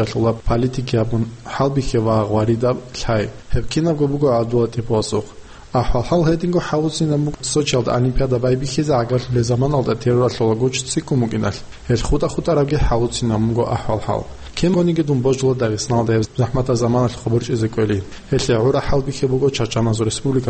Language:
Avaric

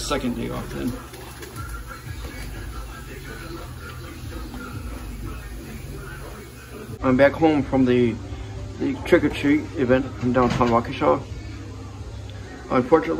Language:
English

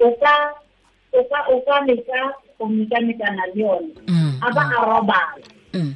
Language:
Tswana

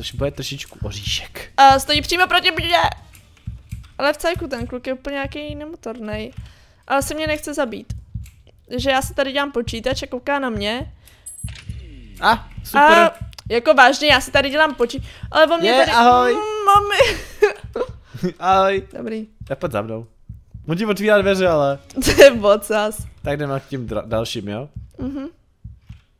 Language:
Czech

